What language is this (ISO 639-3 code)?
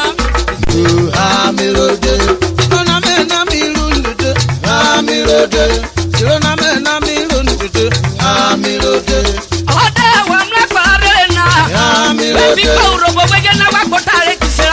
urh